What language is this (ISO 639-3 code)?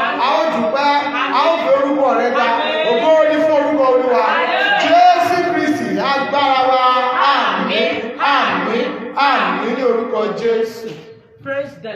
yor